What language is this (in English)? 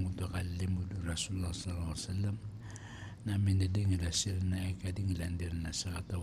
Maranao